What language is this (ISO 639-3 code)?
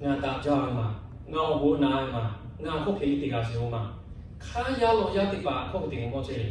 lhu